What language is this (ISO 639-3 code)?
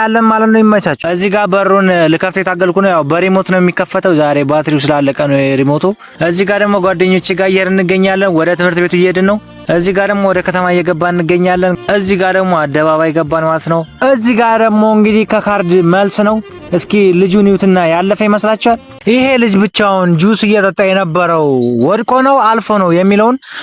amh